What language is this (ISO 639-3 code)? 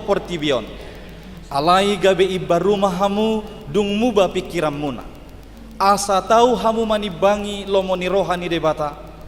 bbc